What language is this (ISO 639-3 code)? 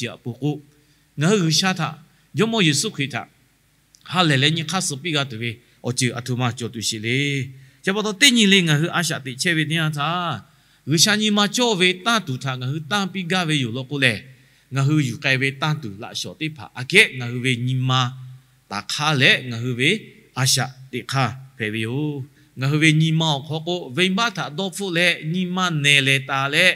lhu